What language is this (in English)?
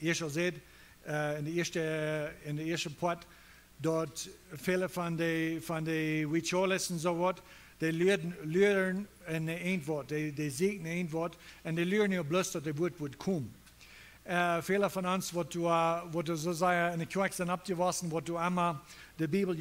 Plautdietsch